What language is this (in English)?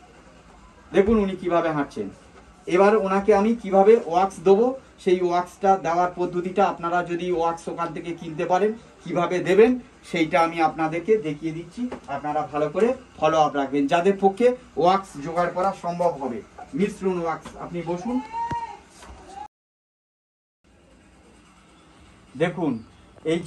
Bangla